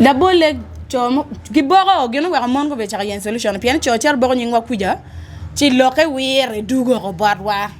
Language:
Acoli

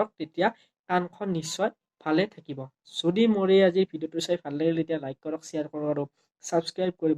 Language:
Assamese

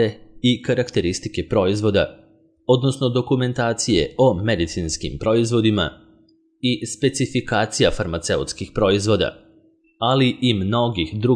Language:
Serbian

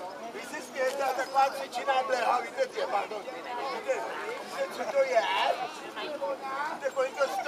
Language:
Czech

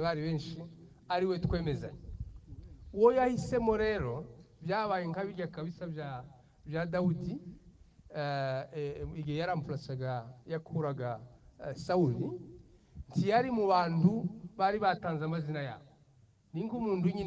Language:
Kinyarwanda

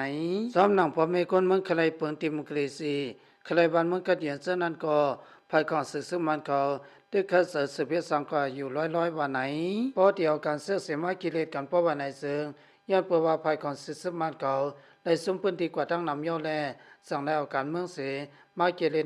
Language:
Lao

